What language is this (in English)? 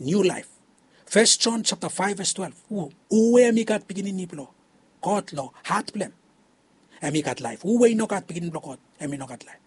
Bislama